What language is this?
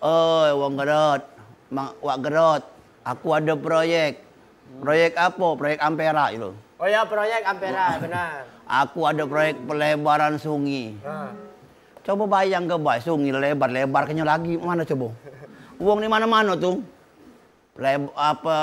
Musi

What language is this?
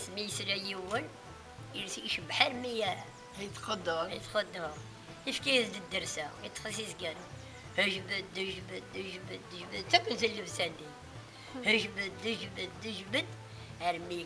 Kabyle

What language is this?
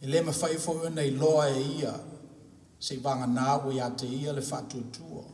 Samoan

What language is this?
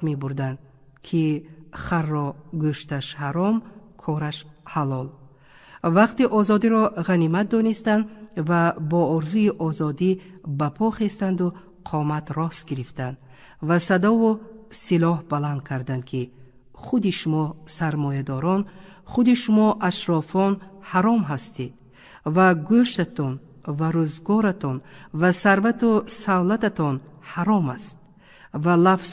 Tajik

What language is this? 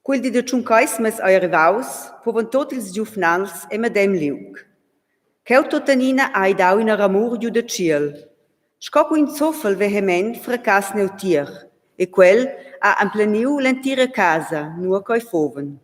Romansh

